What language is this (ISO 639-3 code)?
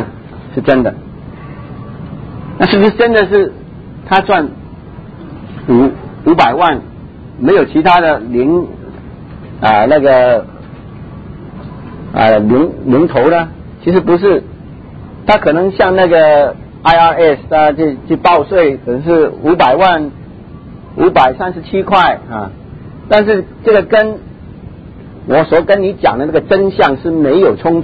zho